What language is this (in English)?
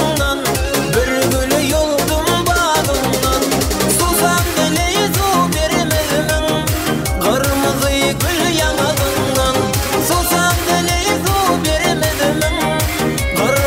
Turkmen